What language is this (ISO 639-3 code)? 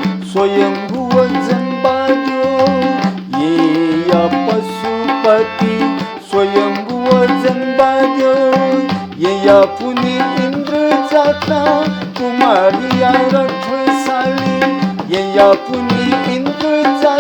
new